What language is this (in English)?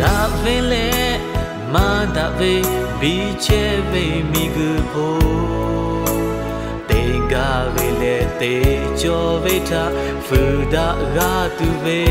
Lahu